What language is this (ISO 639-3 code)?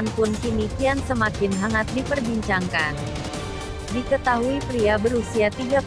ind